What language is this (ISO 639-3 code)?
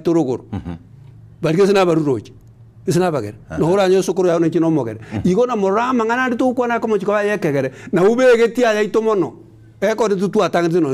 guz